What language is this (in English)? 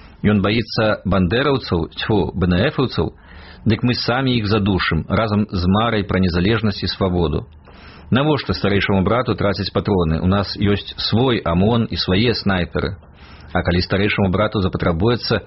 Belarusian